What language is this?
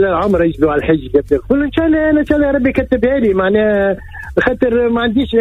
Tunisian Arabic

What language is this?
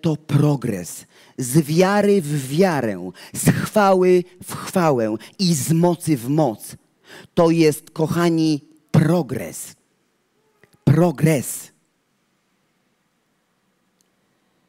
Polish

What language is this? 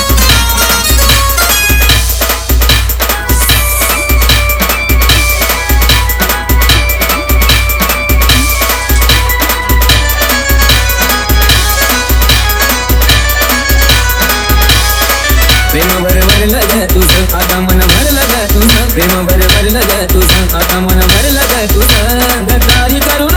Marathi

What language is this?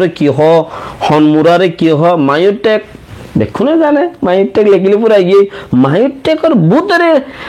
Rohingya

